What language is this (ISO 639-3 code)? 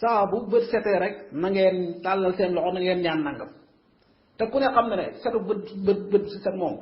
wol